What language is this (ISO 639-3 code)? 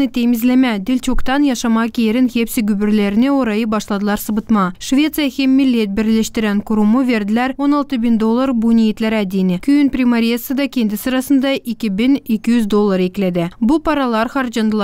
gag